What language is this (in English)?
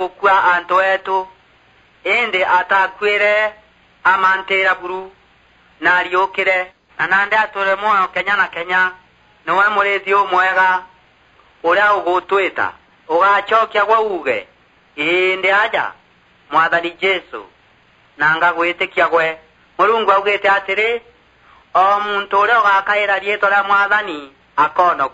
Meru